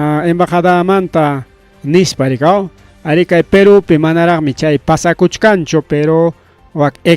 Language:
Ayacucho Quechua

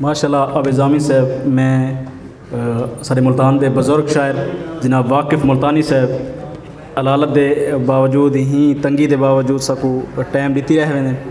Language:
Saraiki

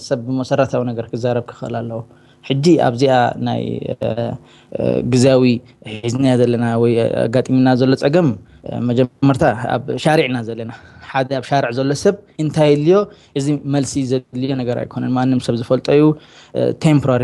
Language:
Tigrinya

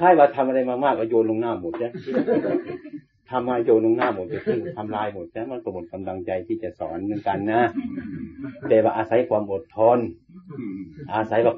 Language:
Thai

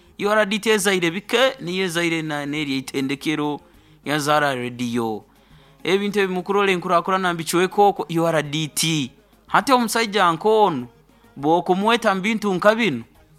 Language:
Nyoro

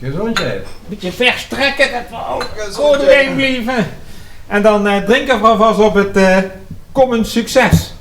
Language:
Limburgish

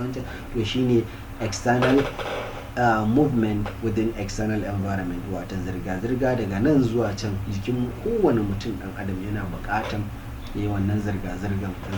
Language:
Hausa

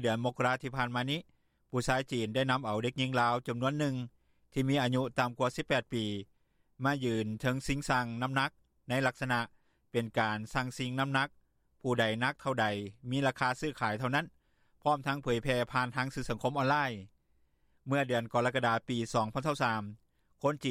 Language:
Lao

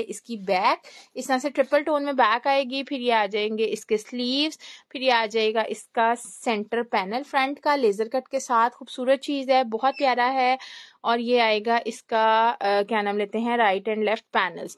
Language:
Hindi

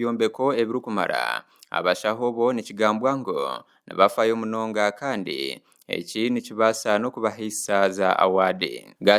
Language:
Nyankole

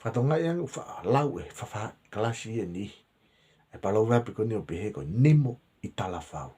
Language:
Tongan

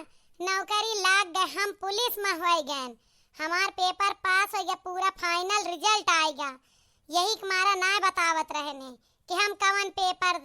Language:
Awadhi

